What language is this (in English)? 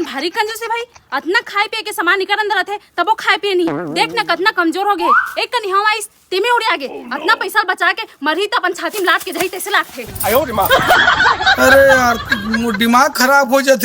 Chhattisgarhi